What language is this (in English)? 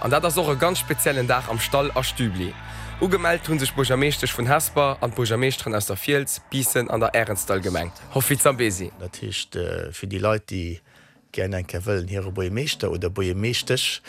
Luxembourgish